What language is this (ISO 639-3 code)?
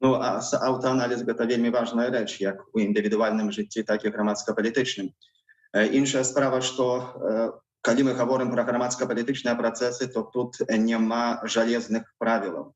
bel